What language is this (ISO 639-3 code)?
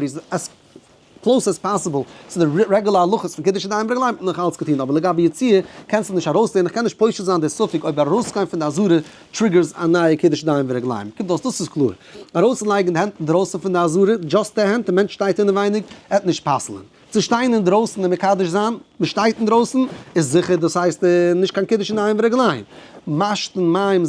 yid